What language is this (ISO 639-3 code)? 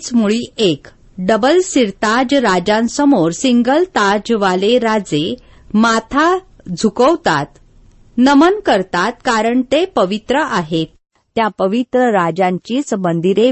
mar